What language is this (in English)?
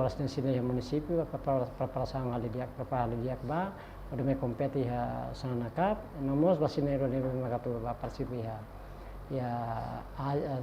Tetum